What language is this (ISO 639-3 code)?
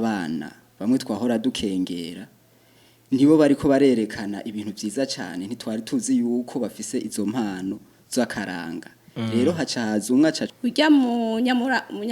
run